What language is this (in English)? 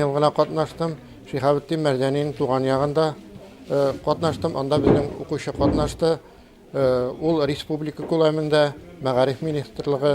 Tatar